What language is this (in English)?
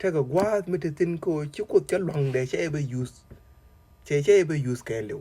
Nuer